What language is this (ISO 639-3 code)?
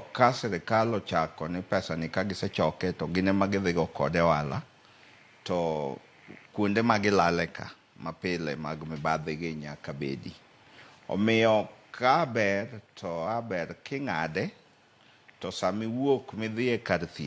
luo